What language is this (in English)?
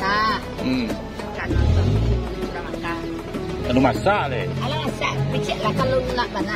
Minangkabau